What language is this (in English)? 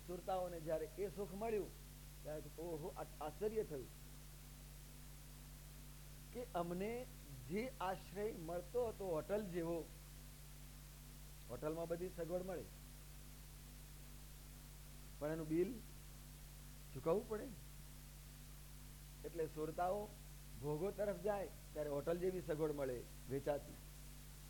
Gujarati